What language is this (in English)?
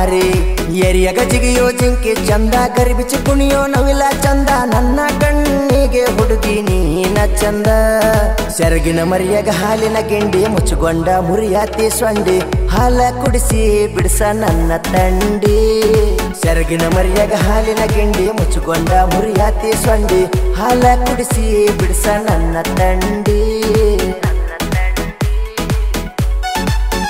Kannada